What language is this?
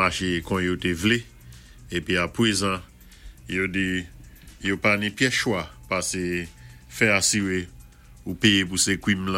Saint Lucian Creole French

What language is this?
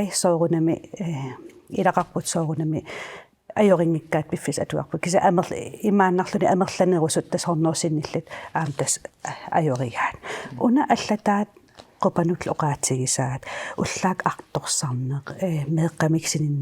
Kalaallisut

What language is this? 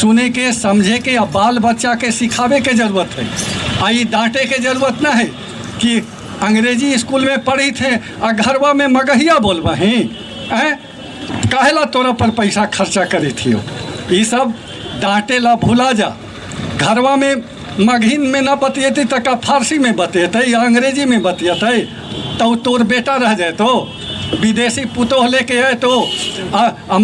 Magahi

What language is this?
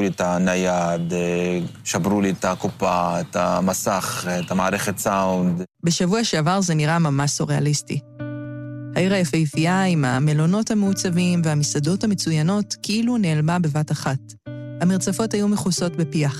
Hebrew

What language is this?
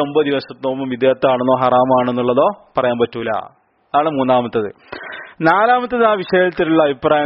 Malayalam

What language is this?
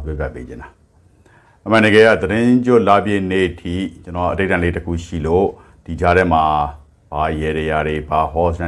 Burmese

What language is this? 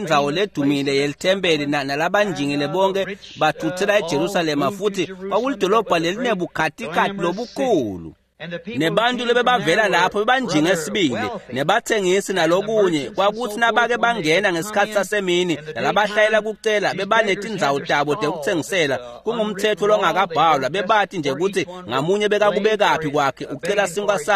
Swati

